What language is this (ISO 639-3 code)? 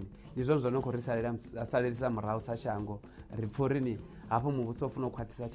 ven